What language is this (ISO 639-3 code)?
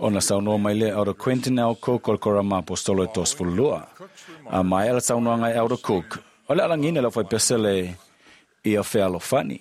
smo